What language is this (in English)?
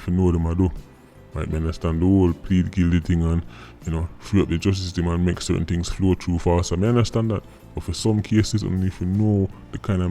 Jamaican Creole English